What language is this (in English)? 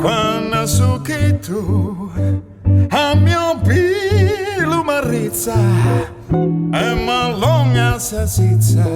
Neapolitan